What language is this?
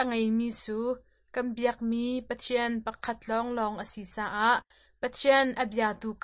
Hakha Chin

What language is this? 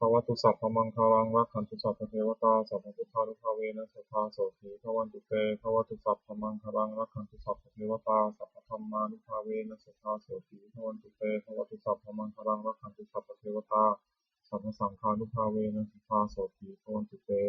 Pali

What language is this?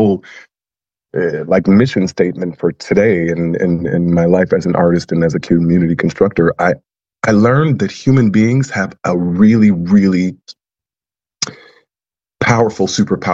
English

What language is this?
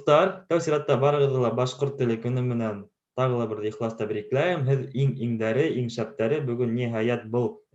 Bashkir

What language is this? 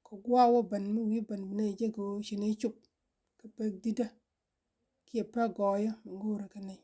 Nuer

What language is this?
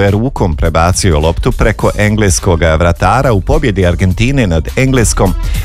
Croatian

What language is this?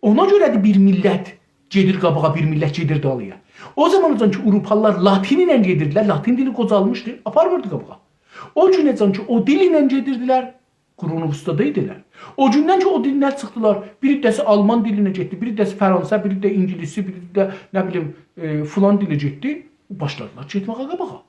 South Azerbaijani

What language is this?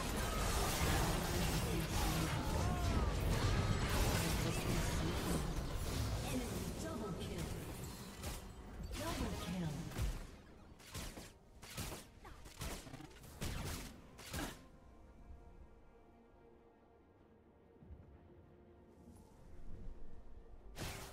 English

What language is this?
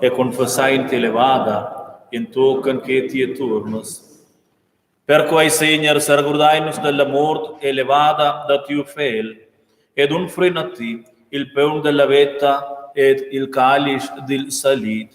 Romansh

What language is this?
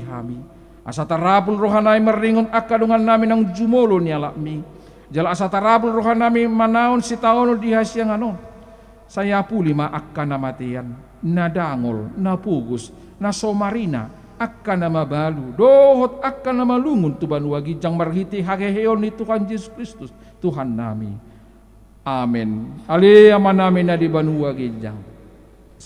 Batak Toba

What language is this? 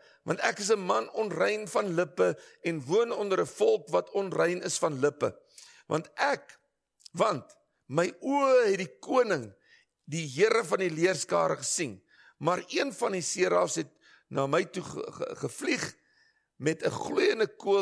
Afrikaans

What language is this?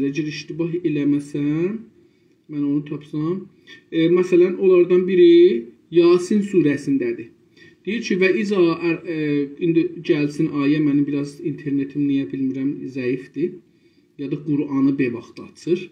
South Azerbaijani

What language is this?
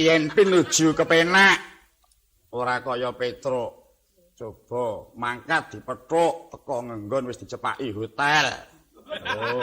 Javanese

